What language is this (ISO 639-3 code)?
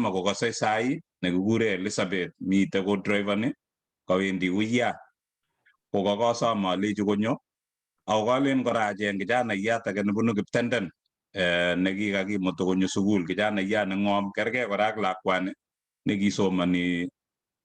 kln